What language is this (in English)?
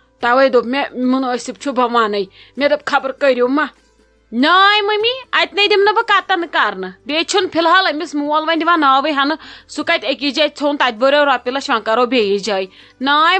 Kashmiri